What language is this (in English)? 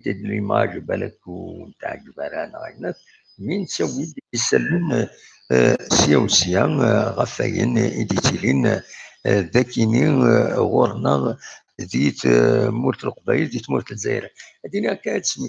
Kabyle